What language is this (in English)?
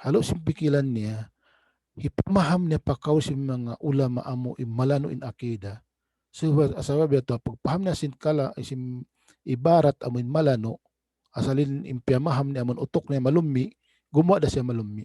Tausug